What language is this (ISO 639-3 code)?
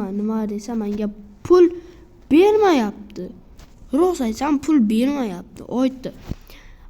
uzb